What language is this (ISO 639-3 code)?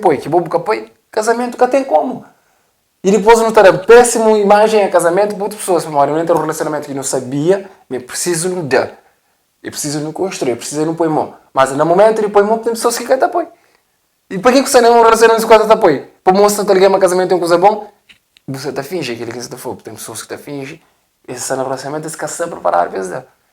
kea